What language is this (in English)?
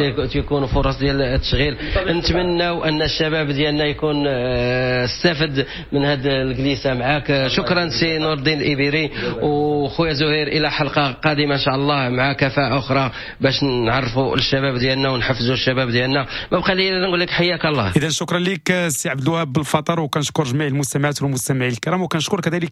Moroccan Arabic